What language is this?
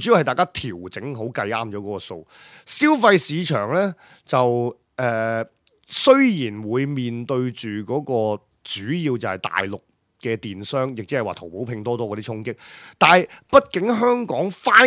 Cantonese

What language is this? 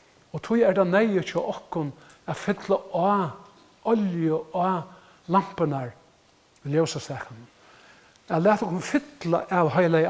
Faroese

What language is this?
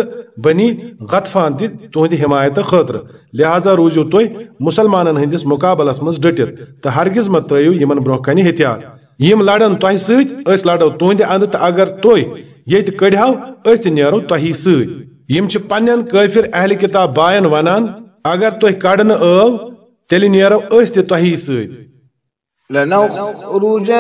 Kashmiri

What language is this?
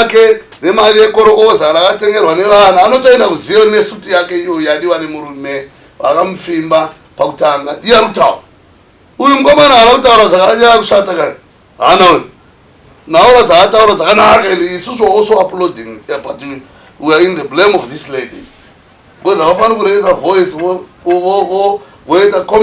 Shona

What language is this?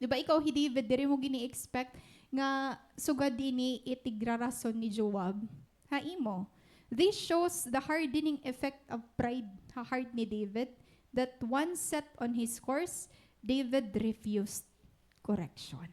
Waray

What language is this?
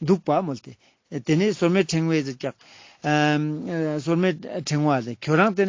Ladakhi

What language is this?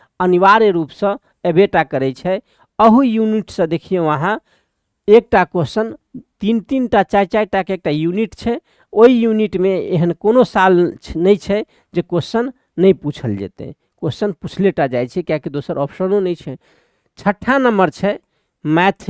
Maithili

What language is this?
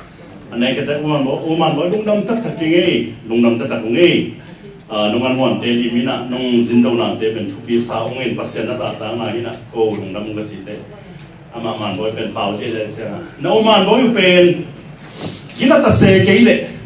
Tedim Chin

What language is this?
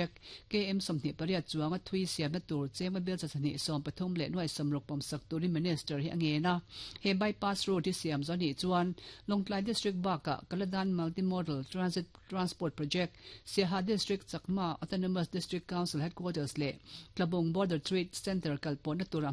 Mizo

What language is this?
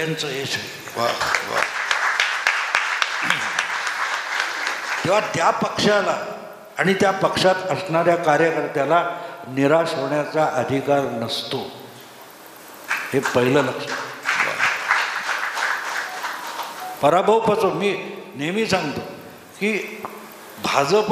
Marathi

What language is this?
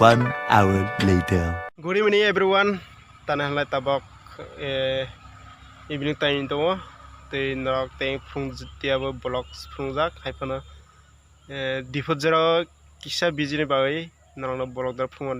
Kok Borok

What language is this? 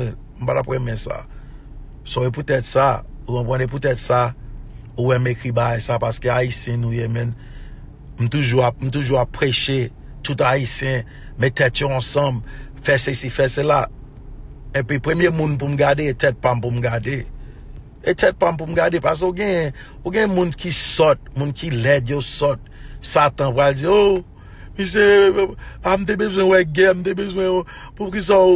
Haitian Creole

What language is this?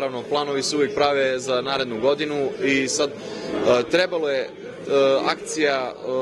Serbian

